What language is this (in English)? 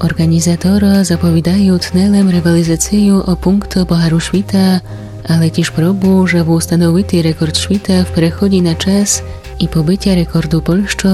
Rusyn